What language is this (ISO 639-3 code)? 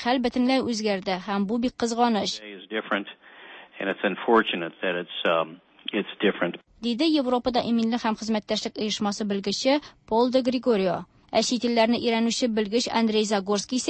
tat